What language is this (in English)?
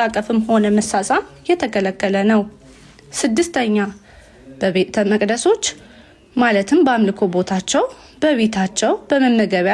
Amharic